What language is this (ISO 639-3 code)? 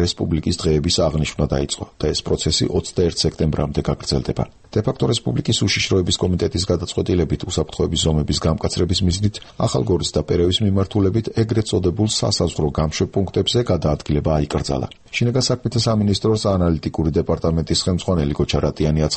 kat